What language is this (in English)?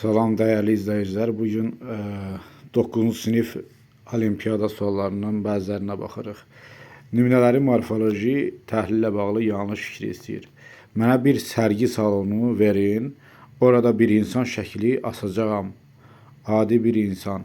Azerbaijani